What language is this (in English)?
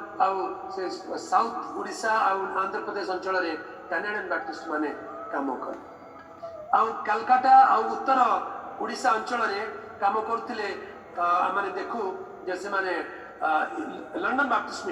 Odia